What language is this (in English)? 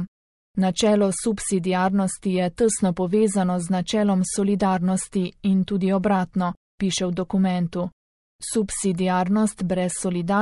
Slovenian